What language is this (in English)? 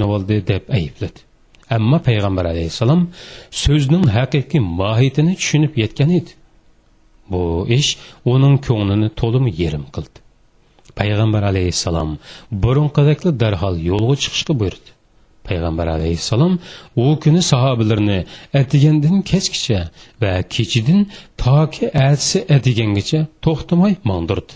Uyghur